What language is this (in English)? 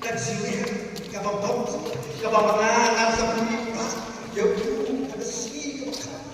Khasi